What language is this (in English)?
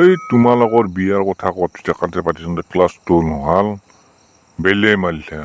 Assamese